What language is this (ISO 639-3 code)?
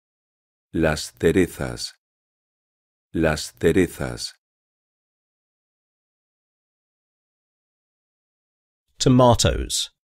spa